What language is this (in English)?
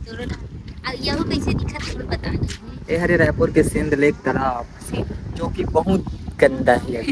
Chhattisgarhi